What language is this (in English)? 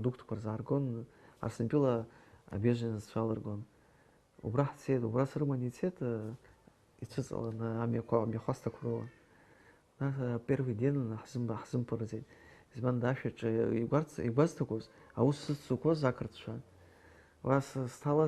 Abkhazian